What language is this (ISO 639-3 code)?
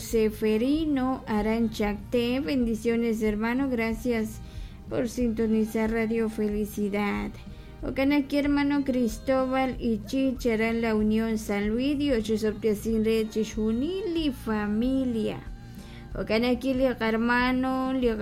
kek